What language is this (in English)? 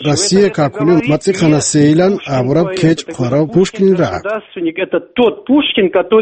Avaric